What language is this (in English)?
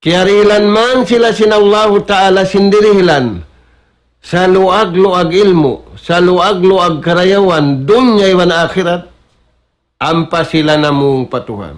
Tausug